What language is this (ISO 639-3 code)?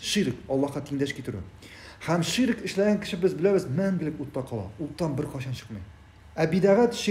tat